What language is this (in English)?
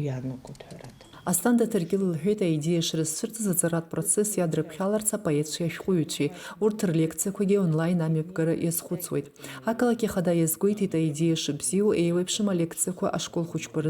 Abkhazian